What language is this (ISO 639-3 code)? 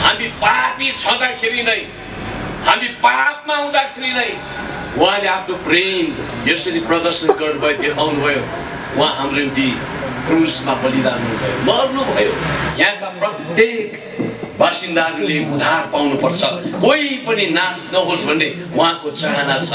nep